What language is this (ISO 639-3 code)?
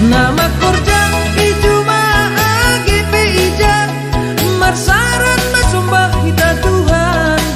bts